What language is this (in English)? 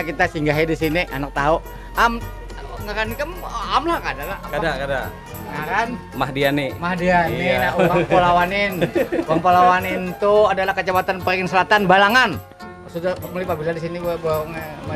Banjar